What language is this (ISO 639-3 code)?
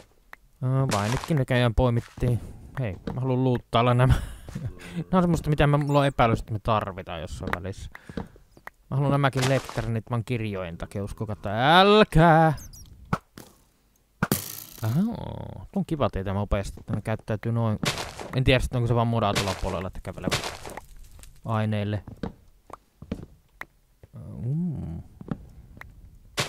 fin